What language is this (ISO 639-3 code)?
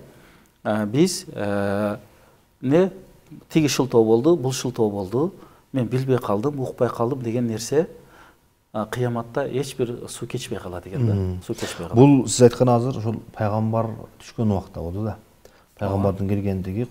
kir